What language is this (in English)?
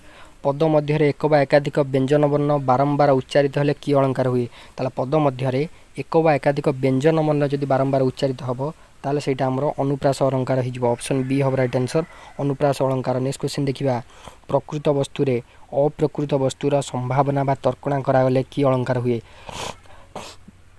Odia